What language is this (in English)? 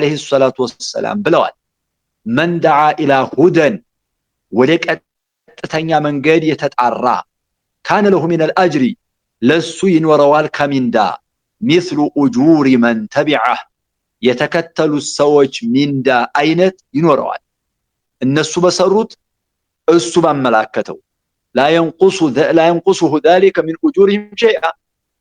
Amharic